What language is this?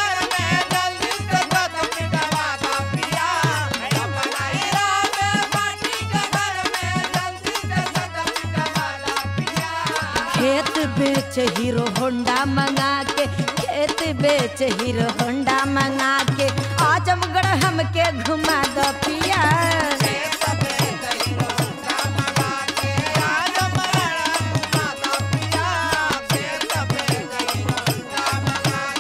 Bhojpuri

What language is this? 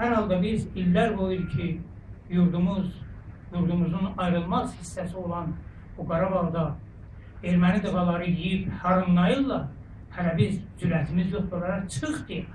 South Azerbaijani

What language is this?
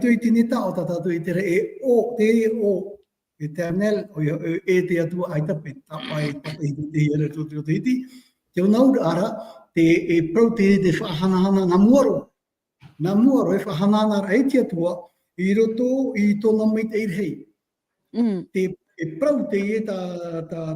Tahitian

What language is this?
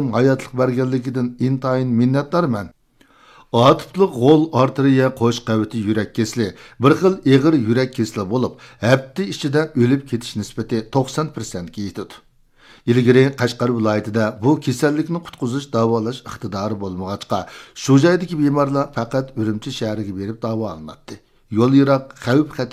Uyghur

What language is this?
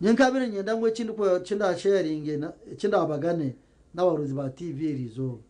Nyankole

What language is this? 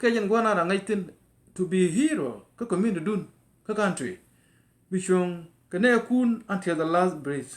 Nuer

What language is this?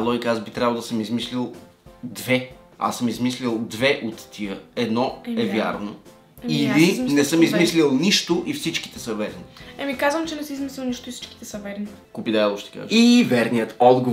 Bulgarian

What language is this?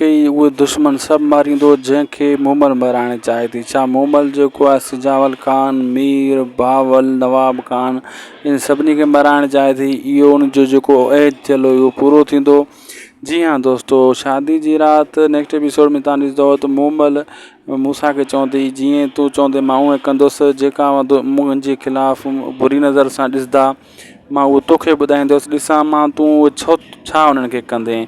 Sindhi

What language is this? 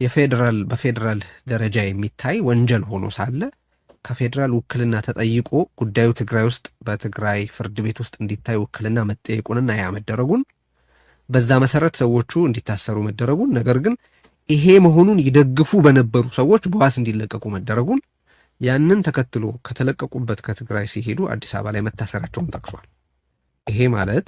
Amharic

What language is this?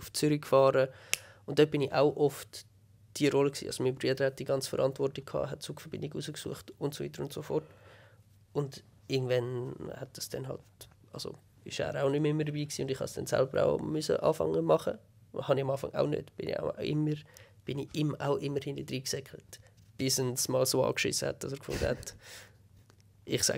Swiss German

